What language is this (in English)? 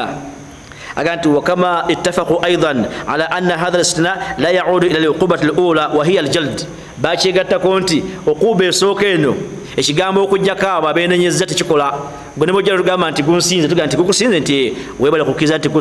Ganda